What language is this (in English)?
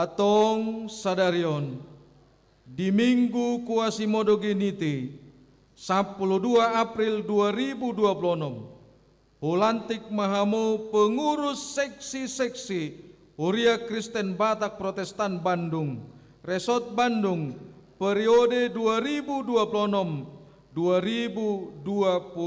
Batak Toba